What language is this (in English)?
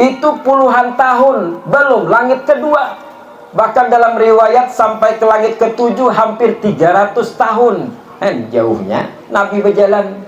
Banjar